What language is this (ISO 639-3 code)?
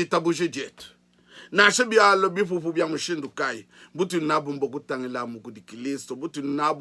lua